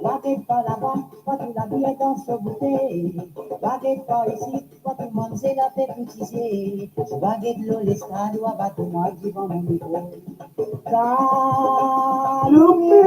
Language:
Morisyen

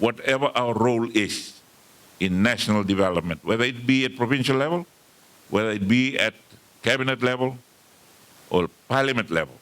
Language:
Fijian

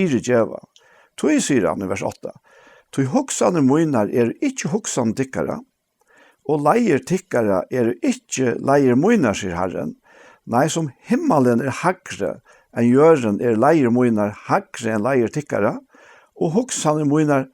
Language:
Faroese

